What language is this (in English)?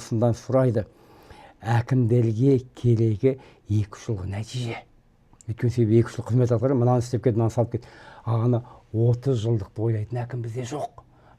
Kazakh